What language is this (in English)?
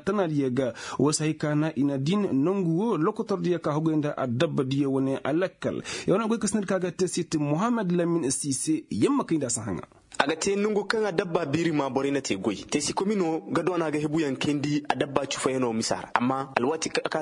Koyraboro Senni